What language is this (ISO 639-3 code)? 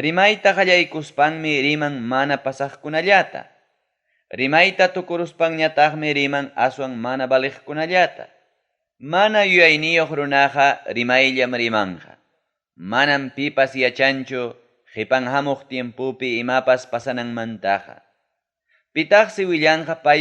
quy